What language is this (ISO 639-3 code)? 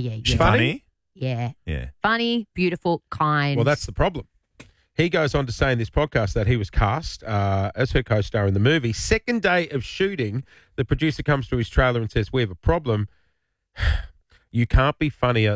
eng